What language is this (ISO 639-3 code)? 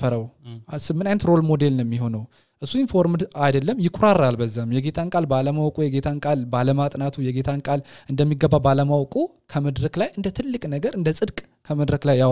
amh